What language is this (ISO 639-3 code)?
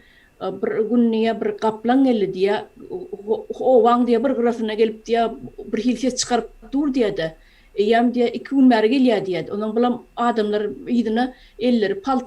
tuk